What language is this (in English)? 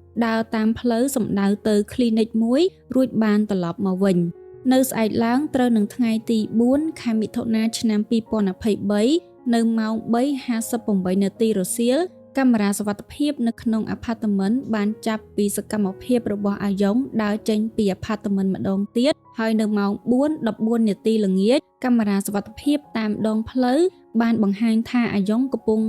Khmer